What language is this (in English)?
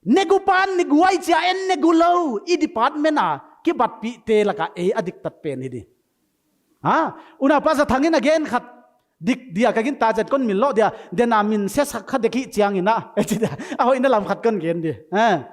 Paite Chin